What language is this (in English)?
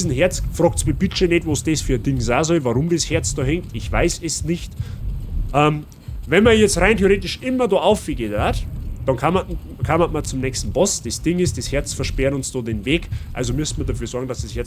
Bavarian